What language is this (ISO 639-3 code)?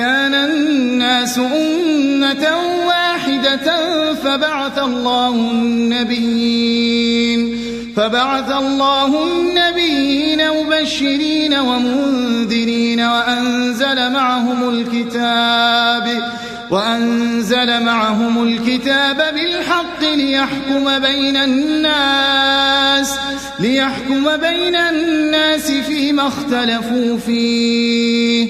ara